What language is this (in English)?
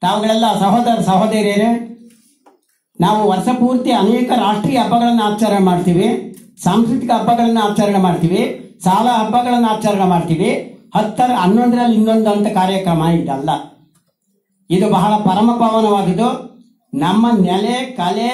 Kannada